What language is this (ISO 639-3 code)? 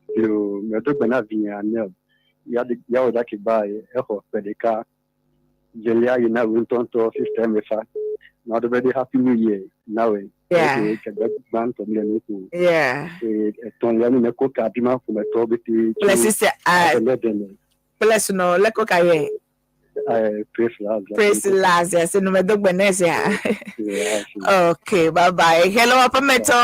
ewe